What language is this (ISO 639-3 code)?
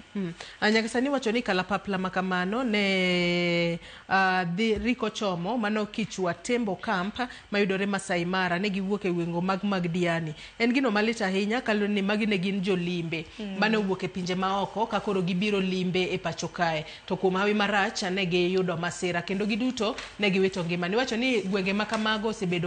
luo